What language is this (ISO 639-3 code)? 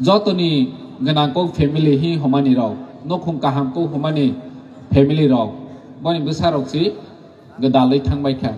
trp